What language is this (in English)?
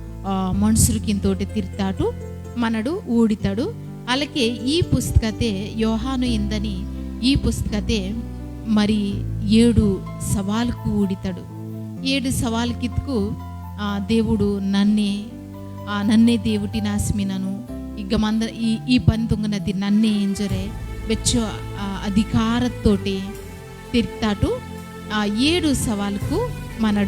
Koya